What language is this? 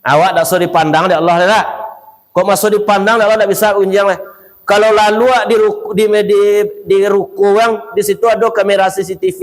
Minangkabau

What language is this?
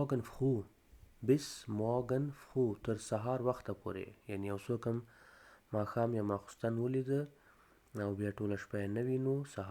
Pashto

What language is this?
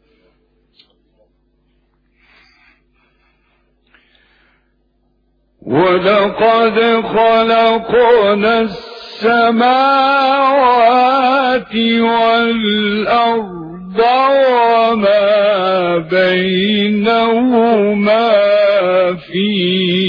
Arabic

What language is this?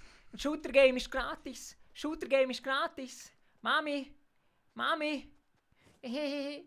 Swiss German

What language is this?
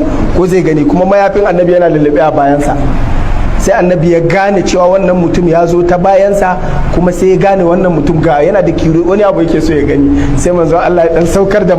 Hausa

